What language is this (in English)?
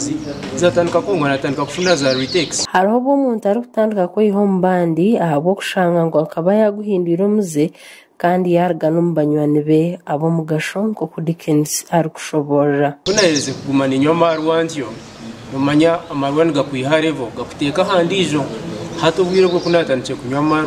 Nyankole